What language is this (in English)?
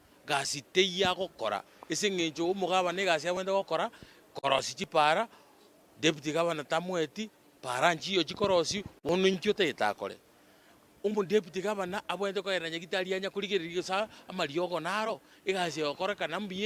Gusii